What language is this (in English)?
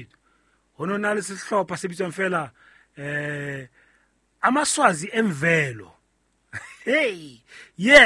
Southern Sotho